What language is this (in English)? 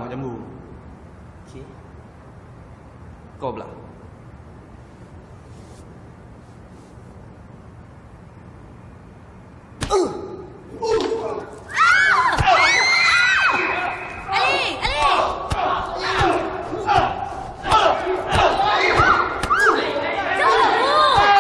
Malay